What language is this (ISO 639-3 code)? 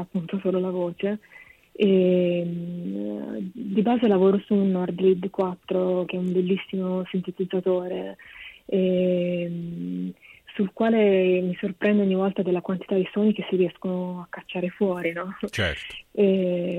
ita